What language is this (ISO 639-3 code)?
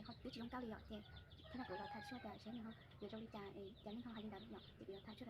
hmn